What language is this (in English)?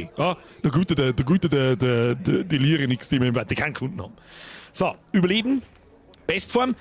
Bavarian